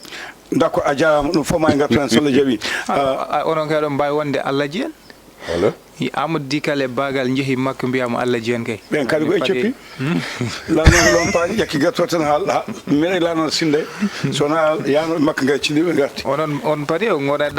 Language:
Fula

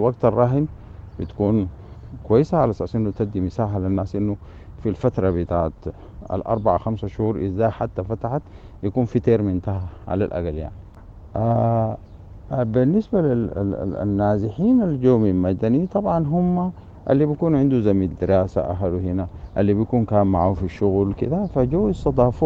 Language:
Sudanese Arabic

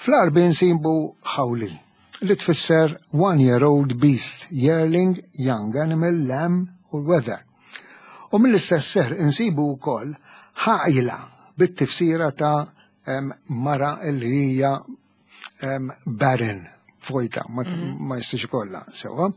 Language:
Maltese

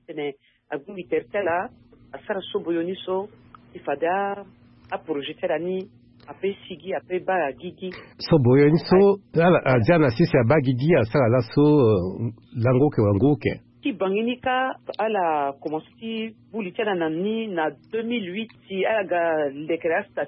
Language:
Sango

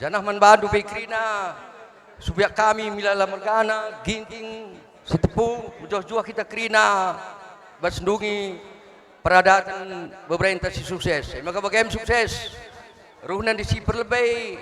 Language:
Batak Karo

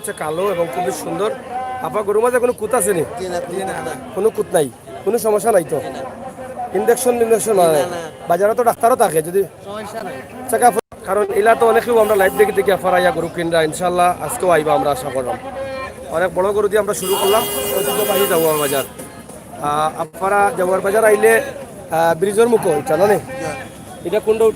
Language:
Sylheti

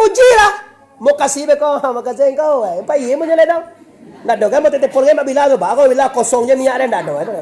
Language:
Minangkabau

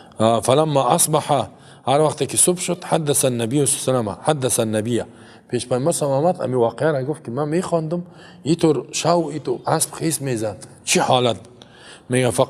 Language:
Persian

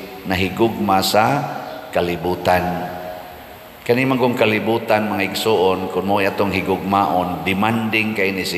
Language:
Cebuano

